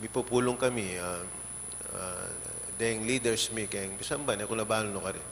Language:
Pampanga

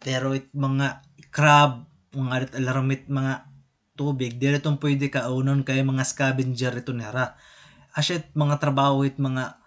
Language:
Waray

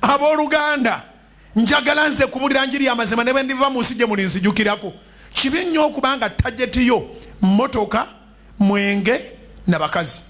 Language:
Ganda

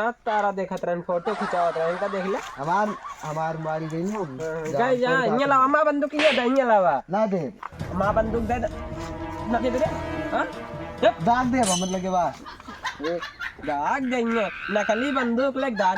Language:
Awadhi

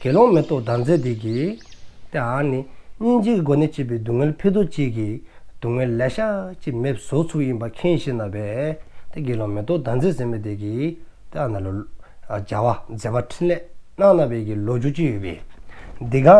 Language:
Dzongkha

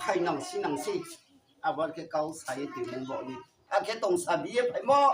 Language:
Riang (India)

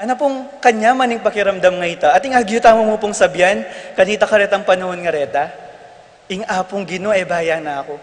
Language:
Pampanga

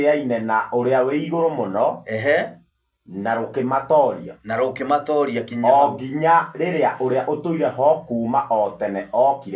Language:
Kikuyu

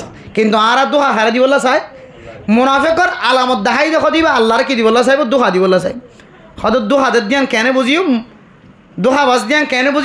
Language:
Rohingya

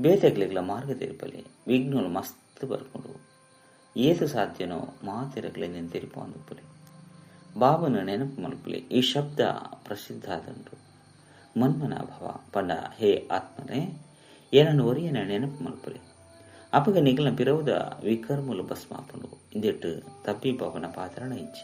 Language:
Tulu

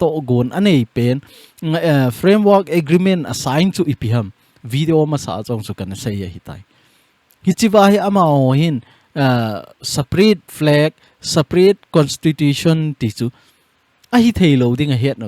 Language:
Thado Chin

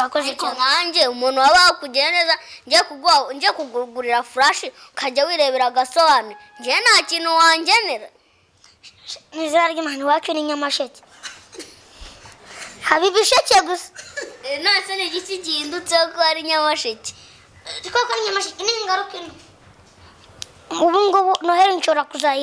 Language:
Kinyarwanda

